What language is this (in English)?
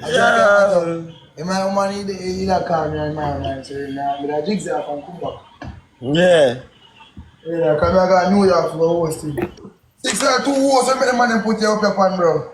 Jamaican Creole English